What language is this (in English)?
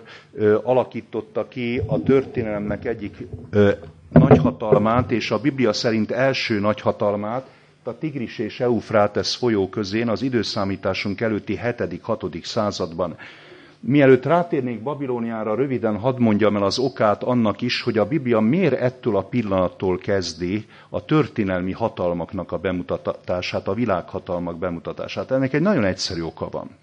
Hungarian